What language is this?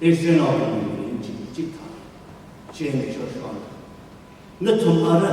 Tangkhul Naga (India)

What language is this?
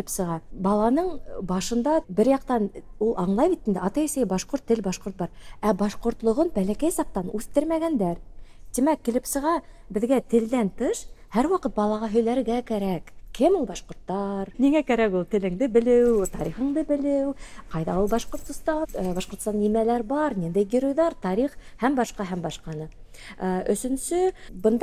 Tatar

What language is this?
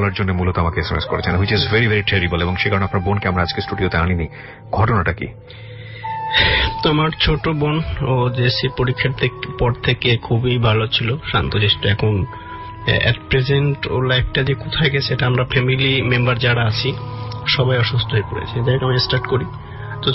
Bangla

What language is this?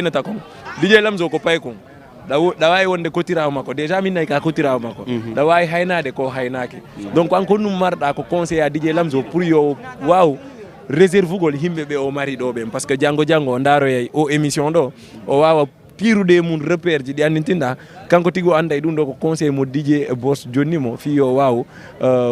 Fula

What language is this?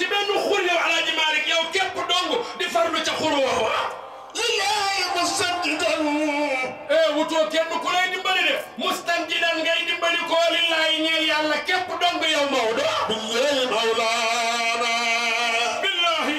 Wolof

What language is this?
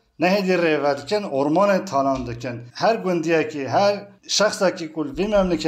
Kurdish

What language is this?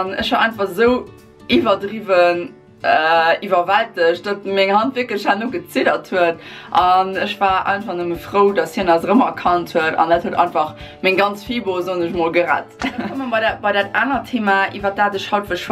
Luxembourgish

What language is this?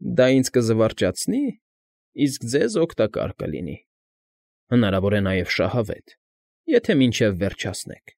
Armenian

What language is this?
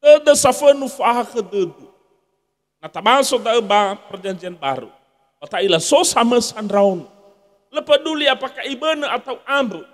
Nias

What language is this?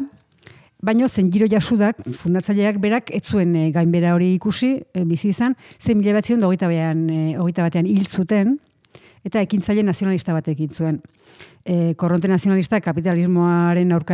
Basque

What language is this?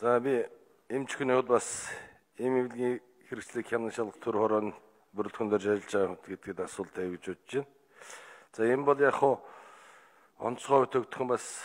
Mongolian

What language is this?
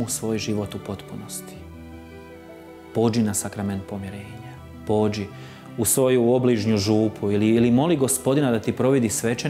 Croatian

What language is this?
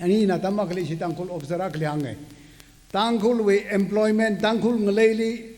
Tangkhul Naga (India)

